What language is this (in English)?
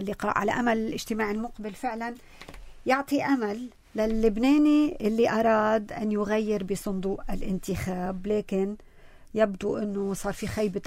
North Levantine Arabic